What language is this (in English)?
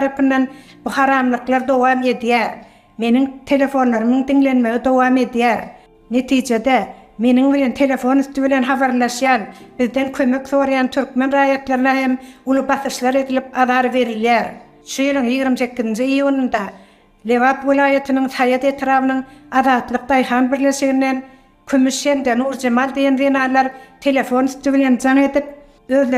Turkmen